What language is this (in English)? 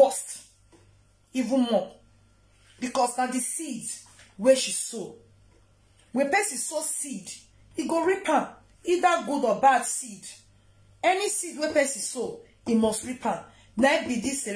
Nigerian Pidgin